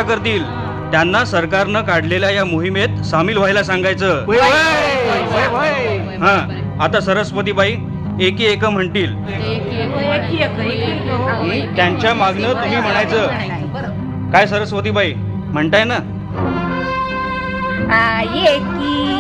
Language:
Marathi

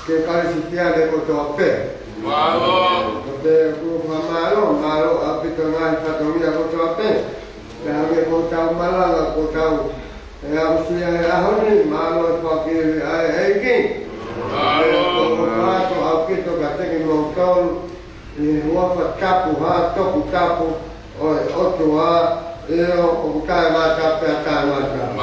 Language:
Tongan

